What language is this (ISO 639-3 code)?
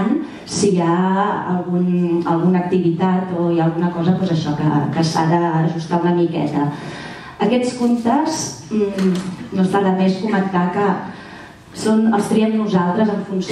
cat